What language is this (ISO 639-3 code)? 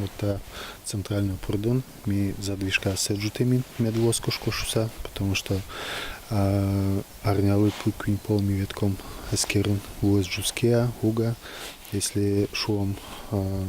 udm